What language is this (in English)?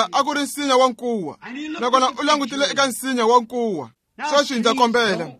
Tsonga